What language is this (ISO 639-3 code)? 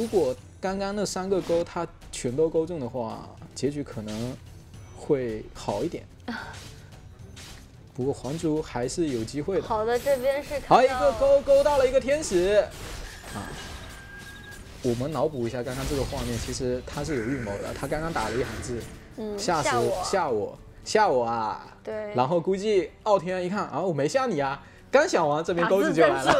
zho